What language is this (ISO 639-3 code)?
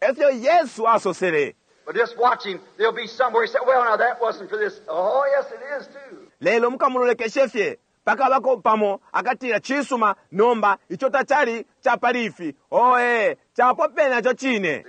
bem